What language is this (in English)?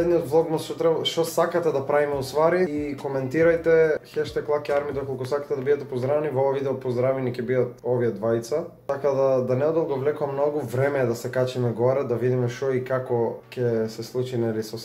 Macedonian